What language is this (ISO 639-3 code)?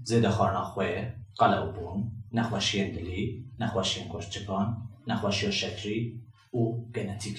kur